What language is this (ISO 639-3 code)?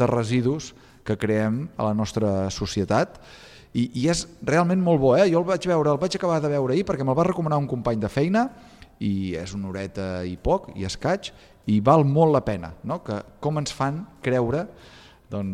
cat